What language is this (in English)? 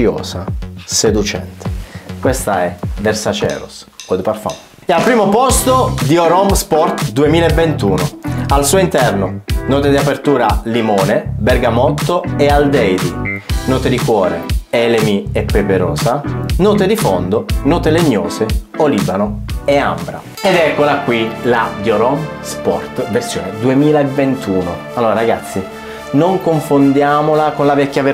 Italian